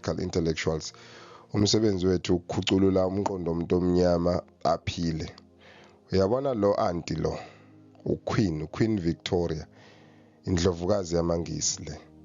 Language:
Zulu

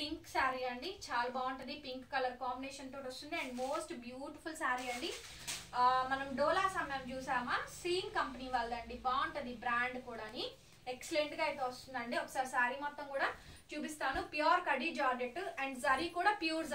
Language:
Telugu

